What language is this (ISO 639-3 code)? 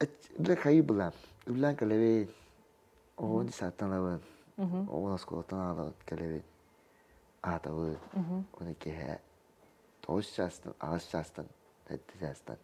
sah